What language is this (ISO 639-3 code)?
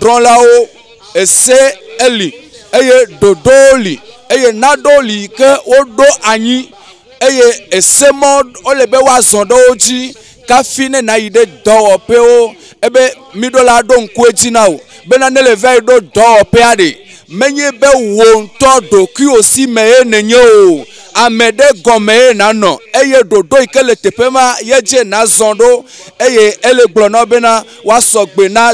ewe